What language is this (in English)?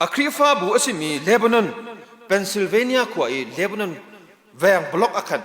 Hakha Chin